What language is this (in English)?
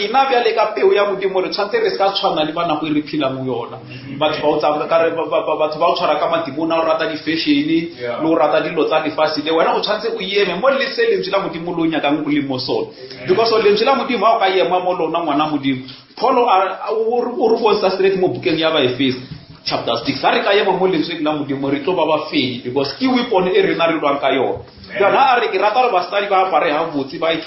Northern Sotho